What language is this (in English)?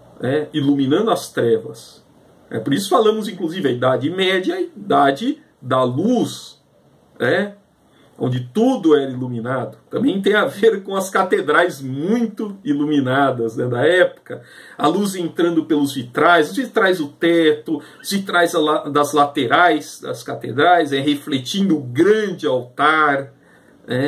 Portuguese